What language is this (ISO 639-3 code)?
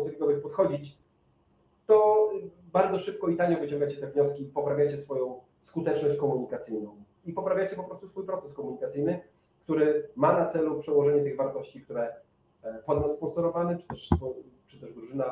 pol